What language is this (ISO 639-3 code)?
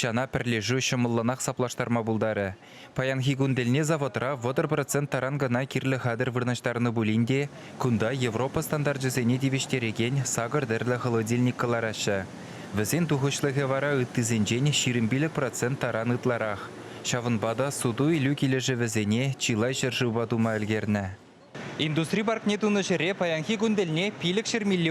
chv